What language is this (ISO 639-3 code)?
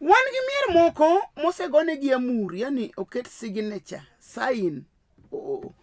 luo